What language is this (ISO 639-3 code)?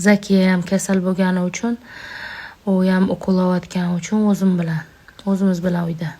uzb